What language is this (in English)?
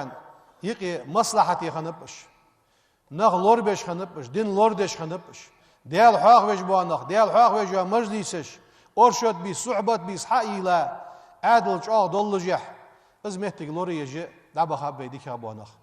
Ingush